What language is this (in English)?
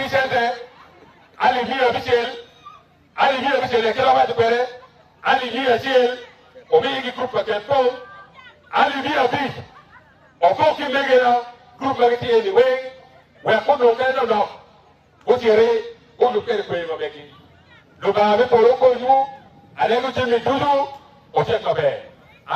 Acoli